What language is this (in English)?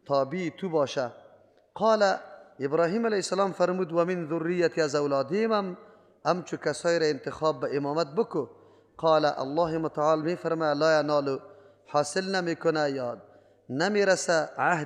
Persian